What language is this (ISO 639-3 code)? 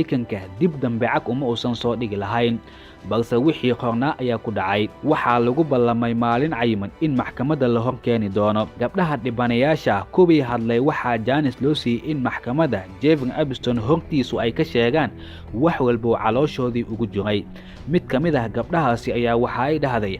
som